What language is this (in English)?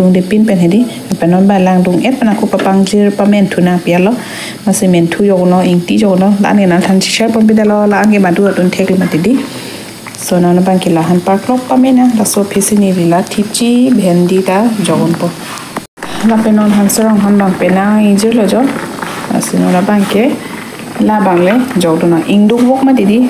Karbi